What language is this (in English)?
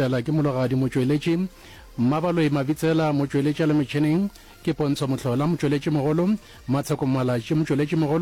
Northern Sotho